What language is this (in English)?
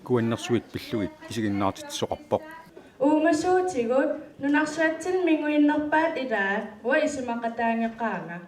Kalaallisut